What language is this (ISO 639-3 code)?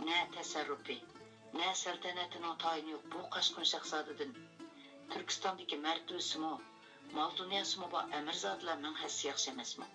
uig